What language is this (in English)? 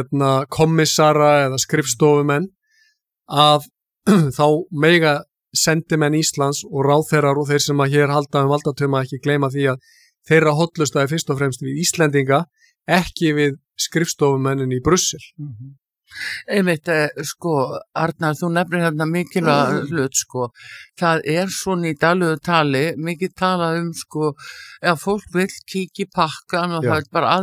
Icelandic